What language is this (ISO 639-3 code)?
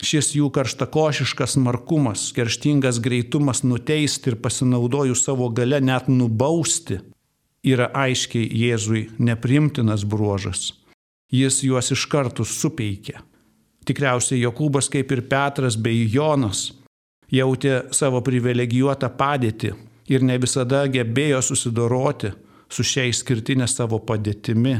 lit